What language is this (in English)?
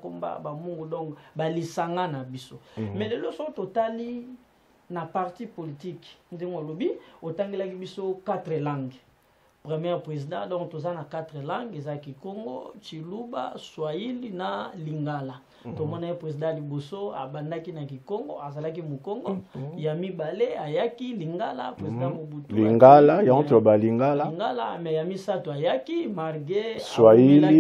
Lingala